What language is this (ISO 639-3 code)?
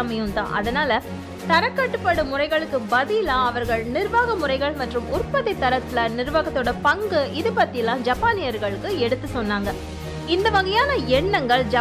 tam